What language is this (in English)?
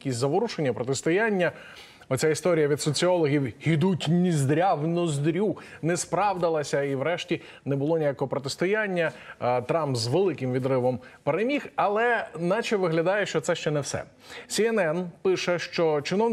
Ukrainian